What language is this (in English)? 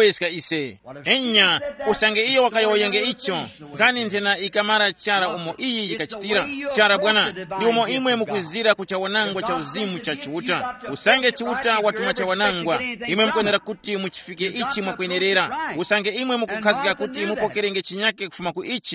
Tumbuka